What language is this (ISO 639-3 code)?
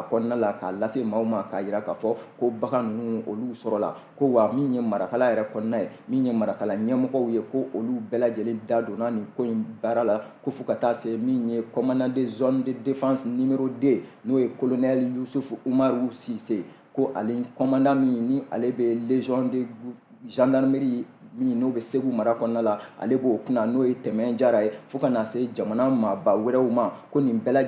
bam